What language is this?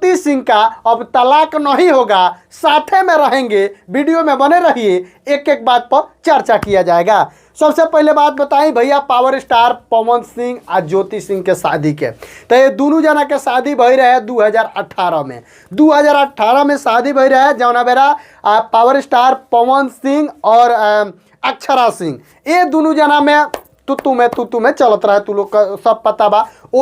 Bhojpuri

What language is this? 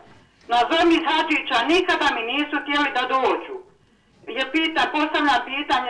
Bosnian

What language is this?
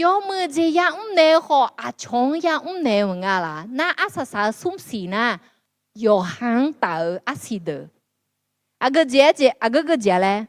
Akha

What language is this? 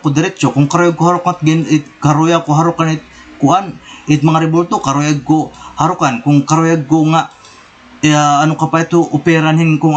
Waray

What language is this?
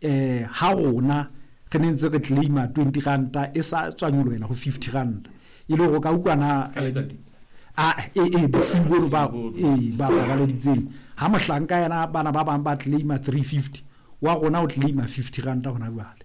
Southern Sotho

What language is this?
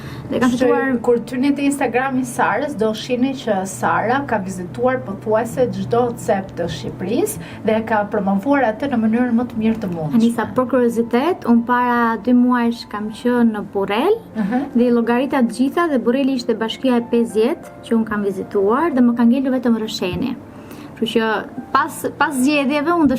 Albanian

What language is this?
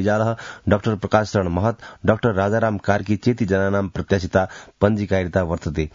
Sanskrit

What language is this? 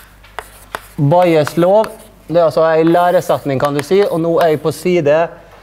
Norwegian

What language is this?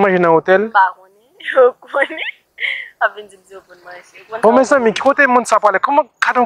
Haitian Creole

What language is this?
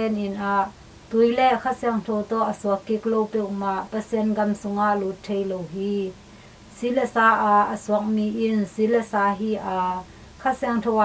Tedim Chin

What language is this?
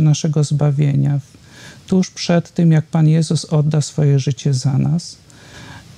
Polish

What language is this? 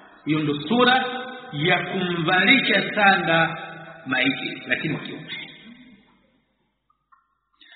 Swahili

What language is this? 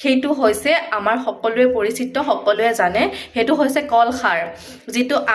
Assamese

